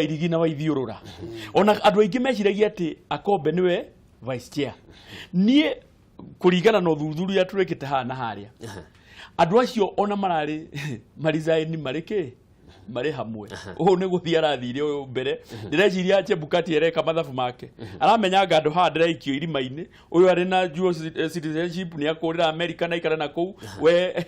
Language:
Kikuyu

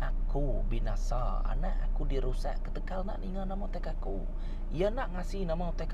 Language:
Iban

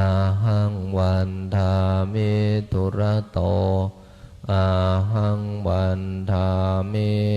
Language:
Pali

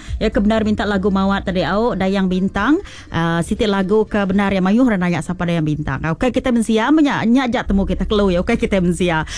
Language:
Iban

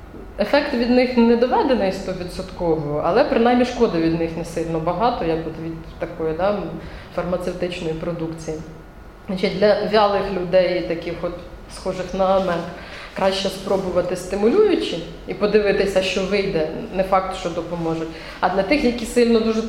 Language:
Ukrainian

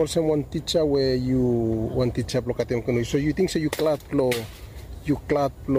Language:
Bislama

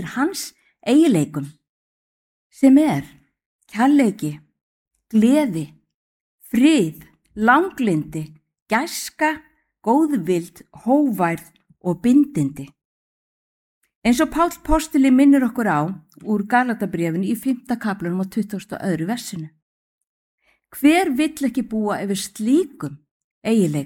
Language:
Icelandic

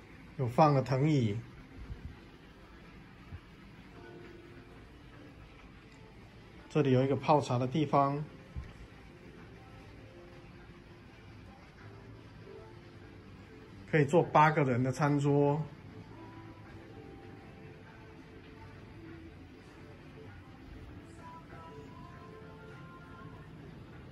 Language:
Chinese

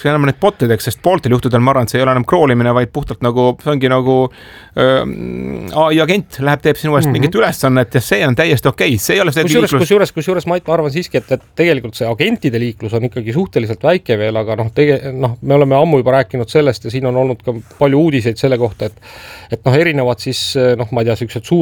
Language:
Estonian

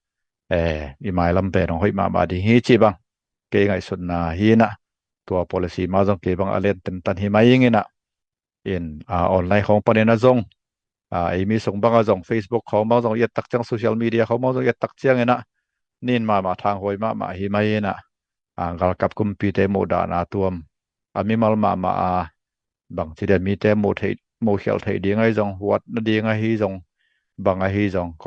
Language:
Tedim Chin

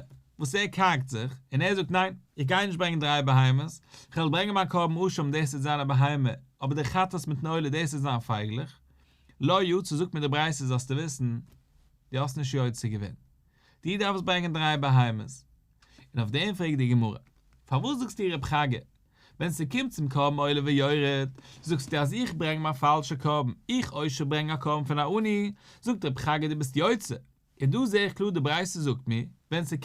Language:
Yiddish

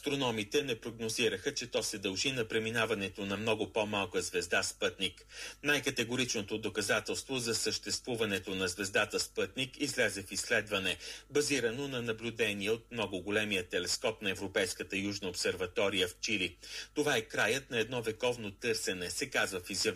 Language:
Bulgarian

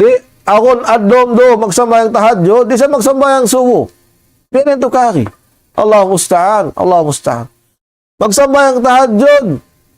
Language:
Tausug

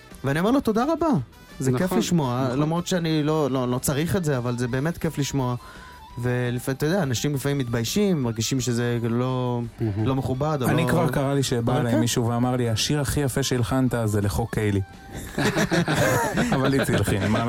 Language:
Hebrew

